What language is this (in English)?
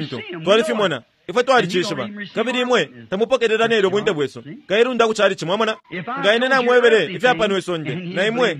Bemba